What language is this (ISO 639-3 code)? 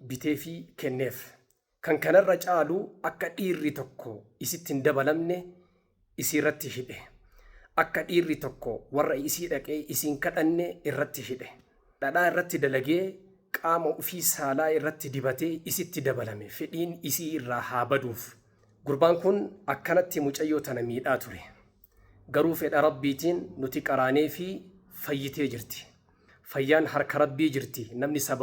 orm